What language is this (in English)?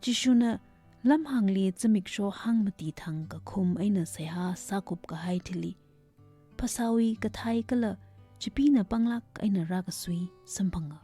Tangkhul Naga (India)